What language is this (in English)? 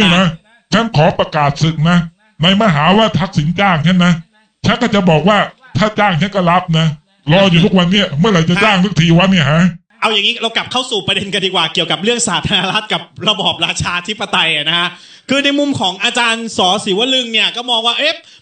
Thai